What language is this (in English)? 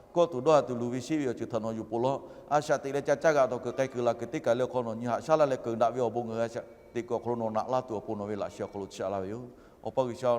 Lahu